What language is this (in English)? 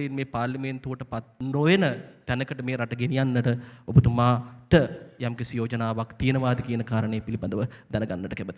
Sinhala